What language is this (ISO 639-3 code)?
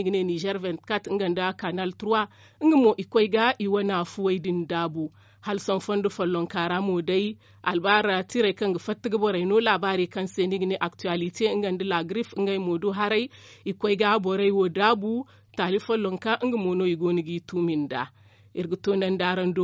dje